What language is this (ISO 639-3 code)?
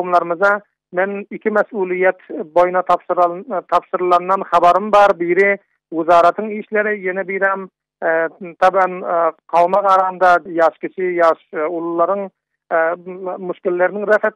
tuk